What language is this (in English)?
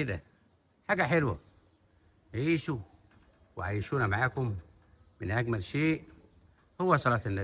Egyptian Arabic